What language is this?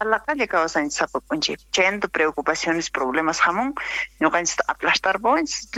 South Bolivian Quechua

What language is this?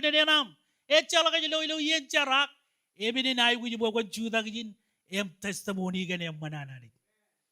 Marshallese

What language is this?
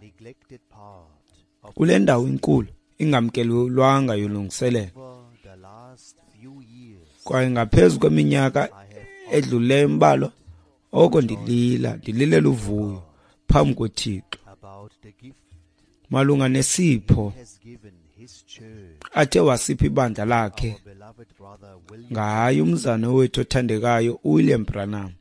Xhosa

